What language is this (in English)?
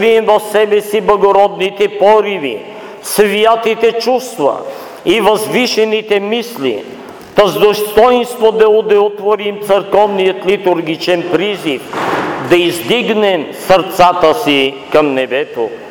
Bulgarian